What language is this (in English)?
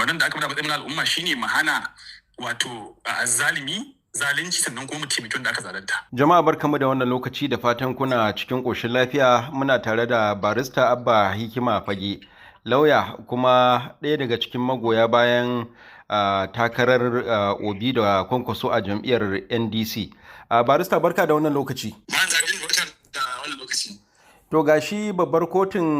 Hausa